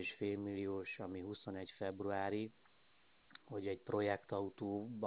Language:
Hungarian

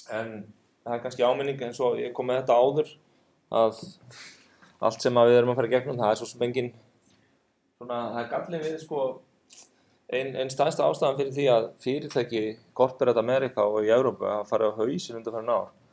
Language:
Icelandic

